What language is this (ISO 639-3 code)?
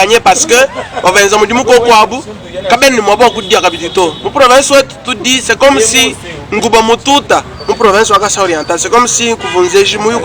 lua